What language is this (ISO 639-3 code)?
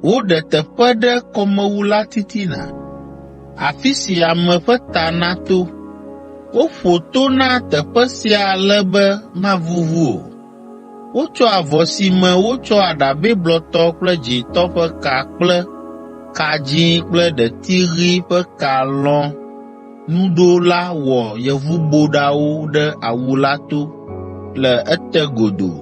ewe